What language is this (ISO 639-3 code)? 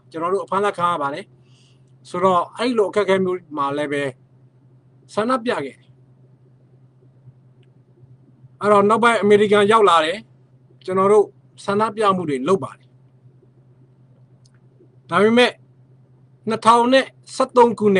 mya